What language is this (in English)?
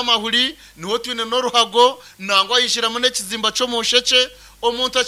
Nyankole